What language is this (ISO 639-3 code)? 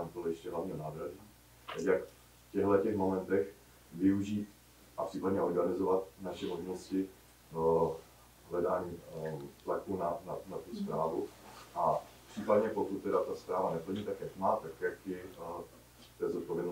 ces